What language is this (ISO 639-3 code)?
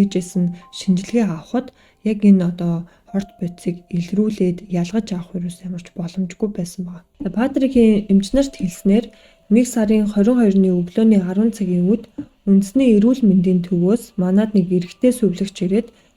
mon